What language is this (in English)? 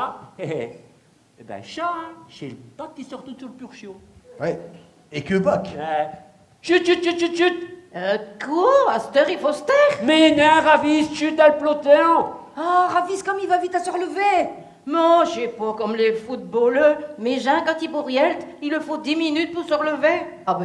Picard